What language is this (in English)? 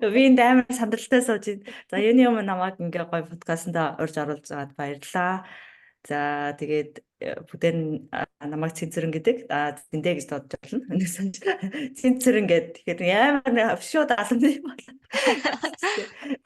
Mongolian